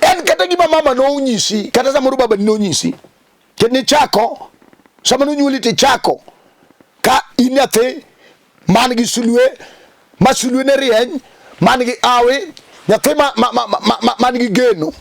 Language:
Luo (Kenya and Tanzania)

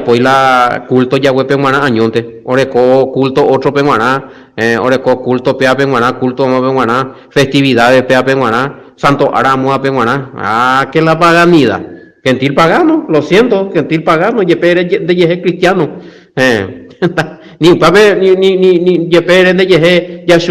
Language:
Guarani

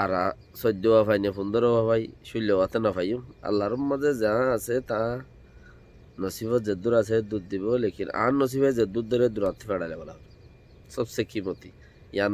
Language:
Rohingya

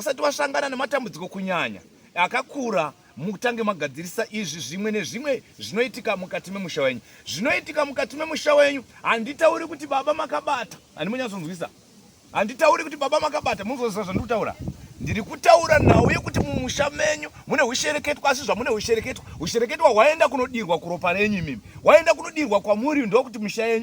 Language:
Shona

